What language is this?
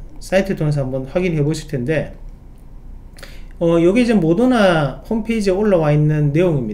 Korean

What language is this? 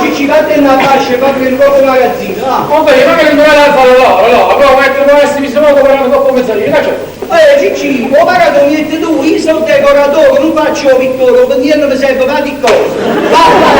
Neapolitan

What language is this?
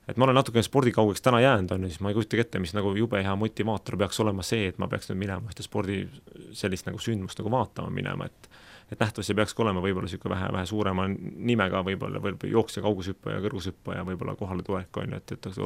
Estonian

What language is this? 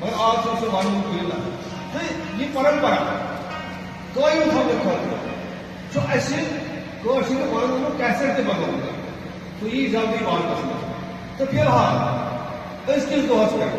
Kashmiri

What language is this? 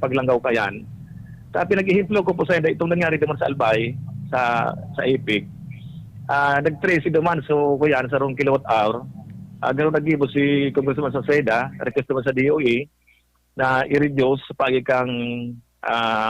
Bikol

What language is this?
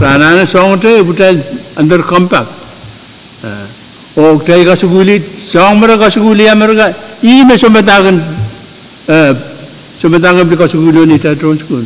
Pohnpeian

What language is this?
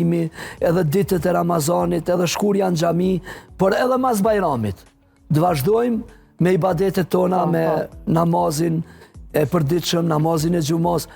Albanian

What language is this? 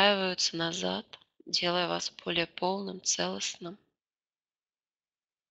Russian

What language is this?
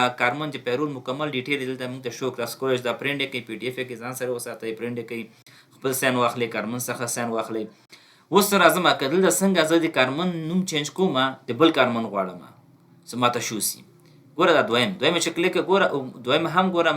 Pashto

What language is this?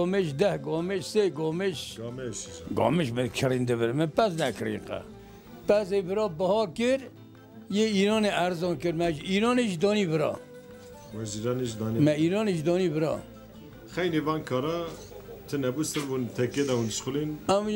Kurdish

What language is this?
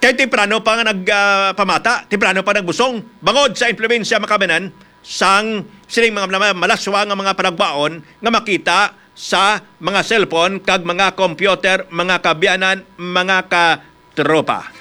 Hiligaynon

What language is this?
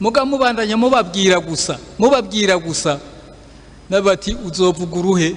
Rundi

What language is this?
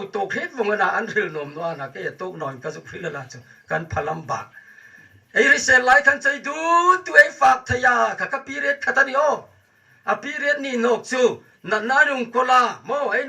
Hmar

